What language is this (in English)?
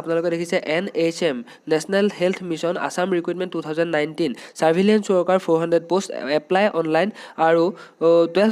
Assamese